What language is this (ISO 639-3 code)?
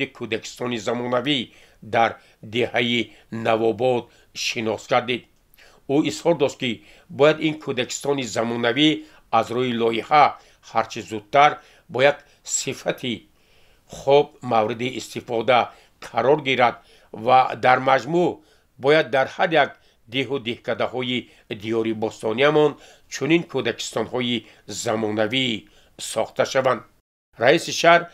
tgk